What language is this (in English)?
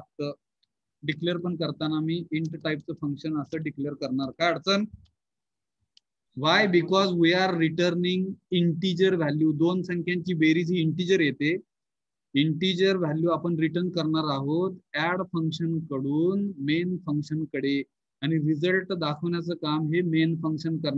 Marathi